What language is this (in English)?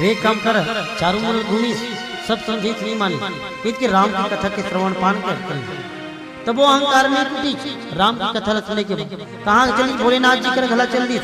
Chhattisgarhi